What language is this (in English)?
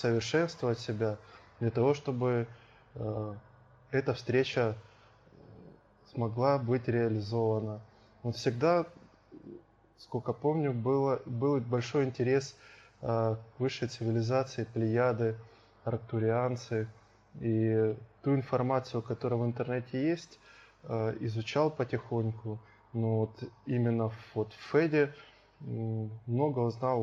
Russian